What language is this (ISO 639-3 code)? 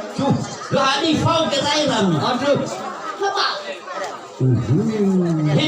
nia